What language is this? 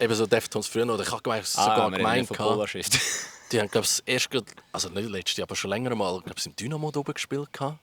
Swiss German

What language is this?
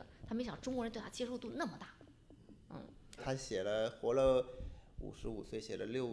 Chinese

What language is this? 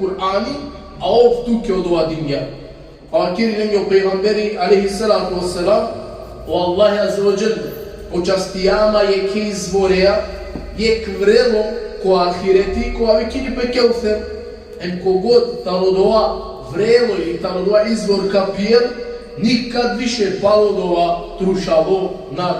Balkan Romani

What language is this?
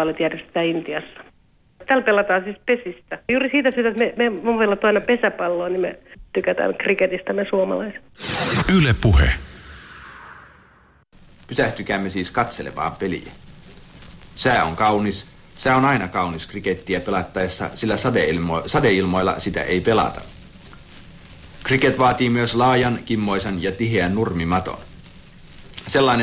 Finnish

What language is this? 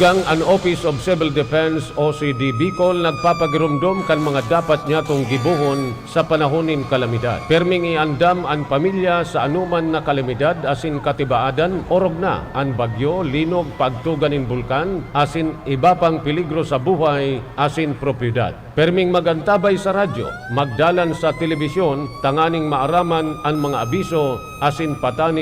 Bikol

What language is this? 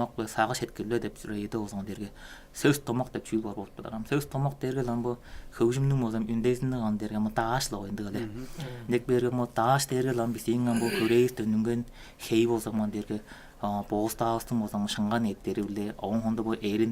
Tuvinian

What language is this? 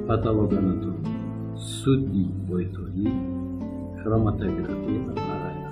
Tajik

